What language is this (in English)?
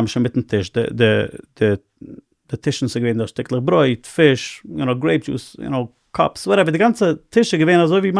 Yiddish